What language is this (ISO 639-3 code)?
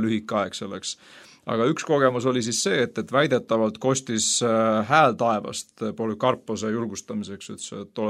est